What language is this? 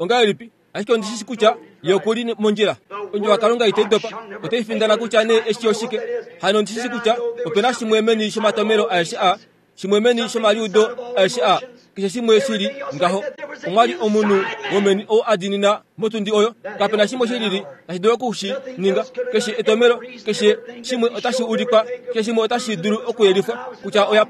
Kuanyama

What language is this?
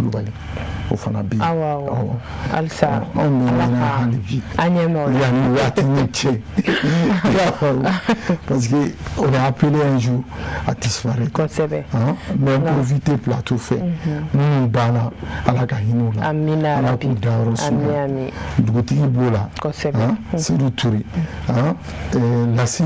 Bambara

